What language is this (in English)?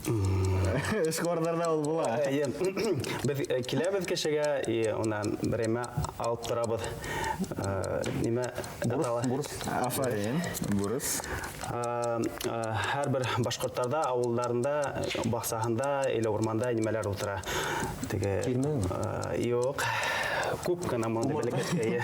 Bashkir